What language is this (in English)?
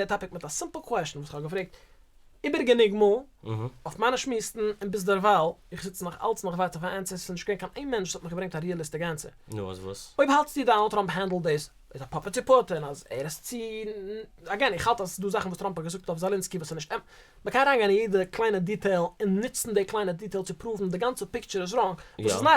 Yiddish